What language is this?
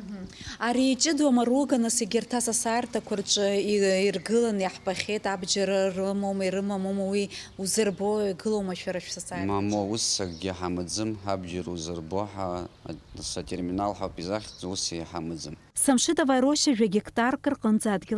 Abkhazian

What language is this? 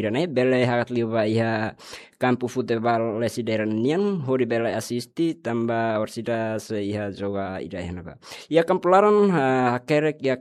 Tetum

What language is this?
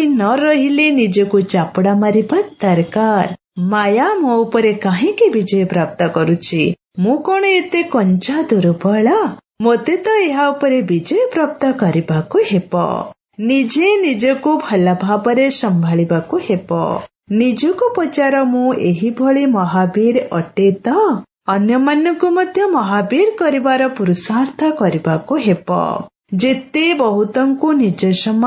Odia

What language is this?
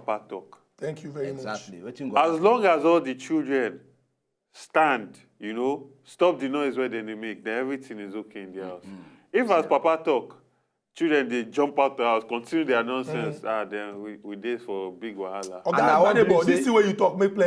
Nigerian Pidgin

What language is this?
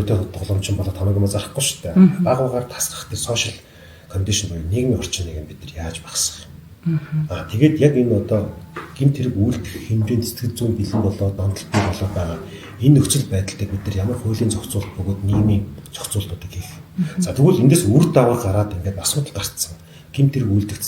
Mongolian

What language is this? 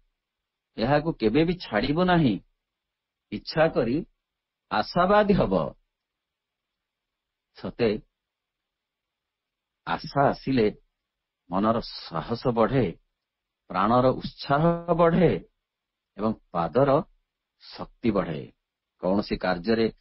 Odia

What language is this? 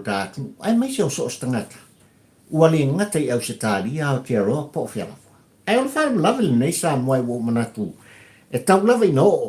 Samoan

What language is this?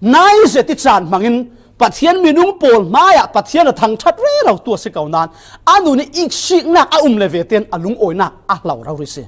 Falam Chin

